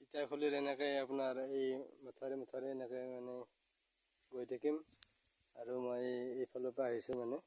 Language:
Assamese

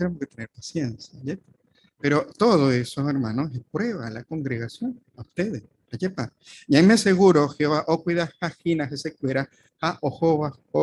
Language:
Guarani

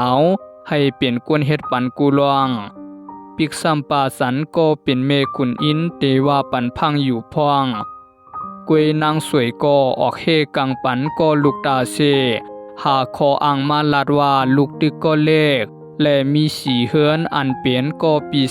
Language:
Shan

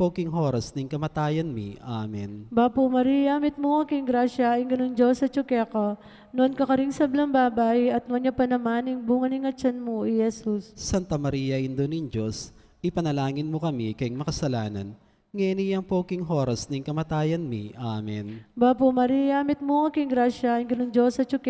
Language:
Pampanga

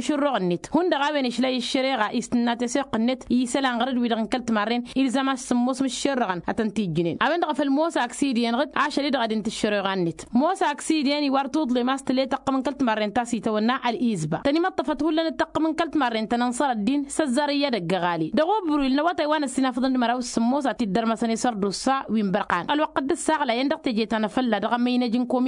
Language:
Tamasheq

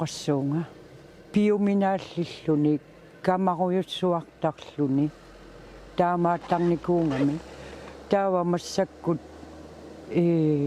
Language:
Kalaallisut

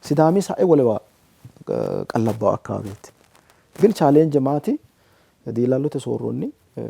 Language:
Sidamo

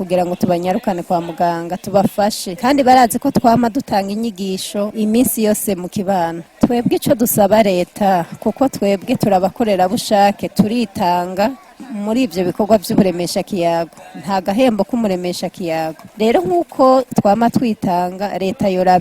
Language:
Rundi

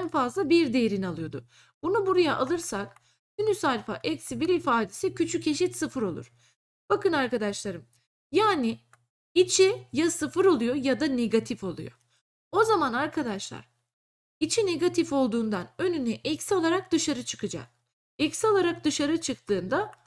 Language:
Turkish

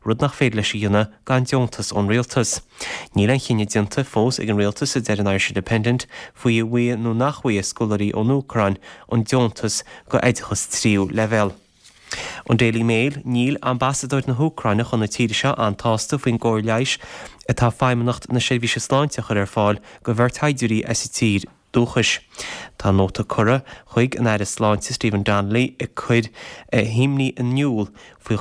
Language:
Irish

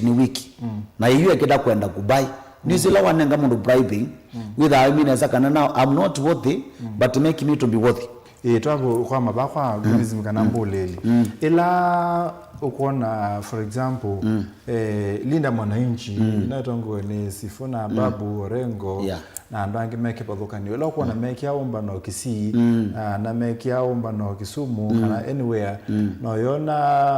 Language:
Kamba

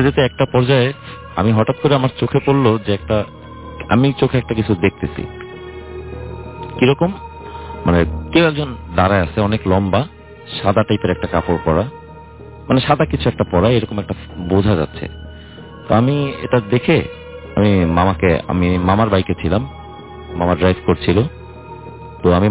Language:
Bangla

